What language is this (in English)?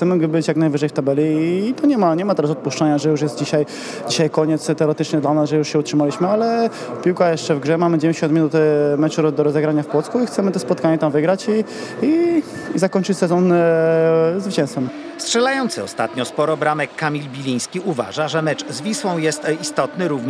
Polish